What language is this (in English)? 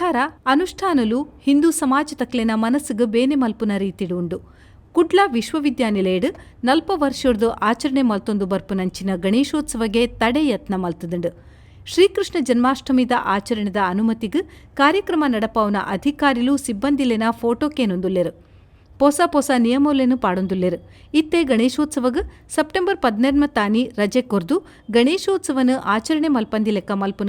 Tulu